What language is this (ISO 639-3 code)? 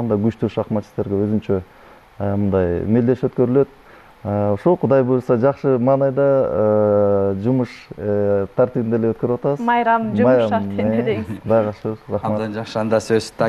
kir